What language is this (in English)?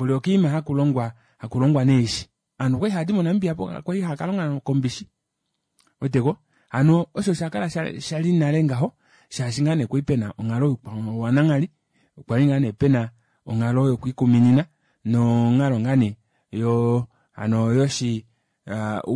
Kuanyama